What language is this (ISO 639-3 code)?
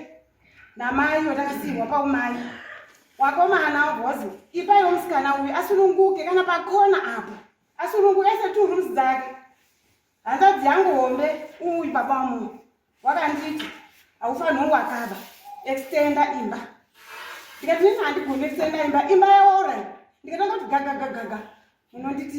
sna